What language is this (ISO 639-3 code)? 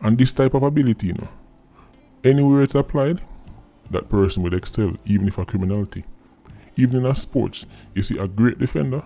jam